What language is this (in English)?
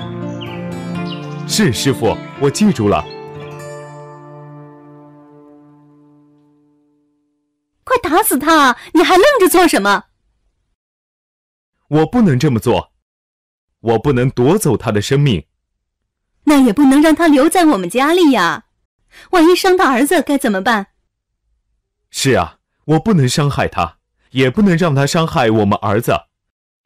Chinese